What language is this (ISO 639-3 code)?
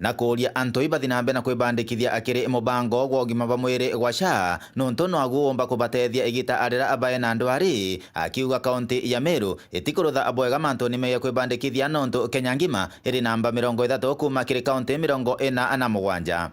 mer